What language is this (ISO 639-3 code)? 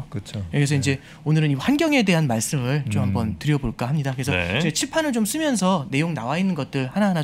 kor